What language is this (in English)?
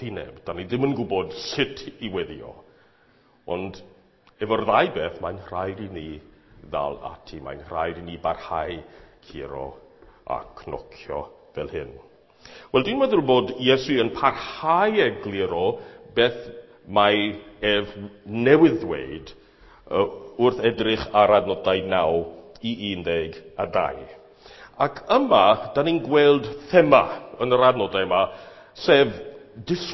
Welsh